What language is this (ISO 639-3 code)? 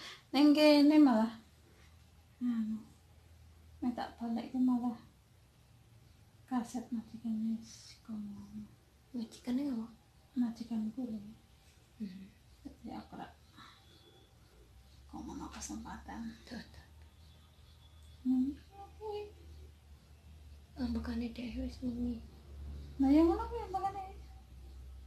jav